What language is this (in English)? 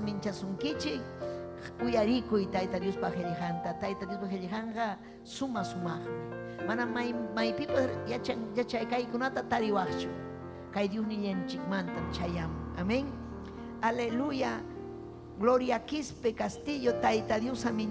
Ayacucho Quechua